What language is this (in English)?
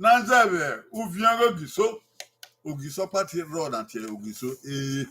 Bini